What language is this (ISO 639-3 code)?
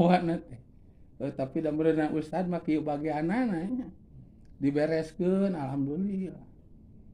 sun